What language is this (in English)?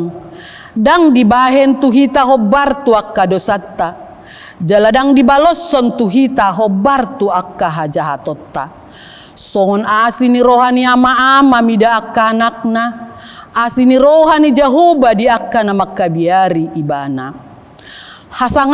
Batak Toba